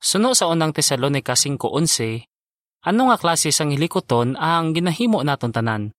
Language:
Hiligaynon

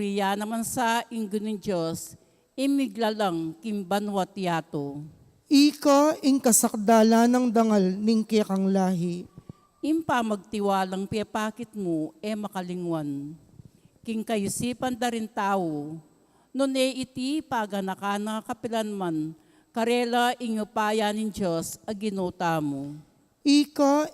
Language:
Pampanga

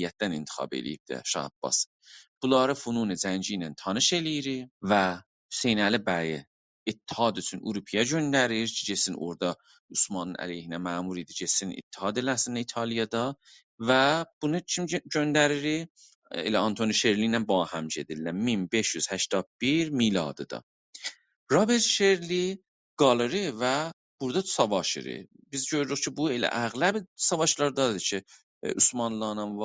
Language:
South Azerbaijani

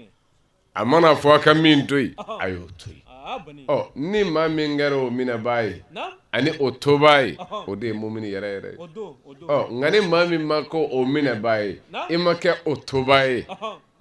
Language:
Bambara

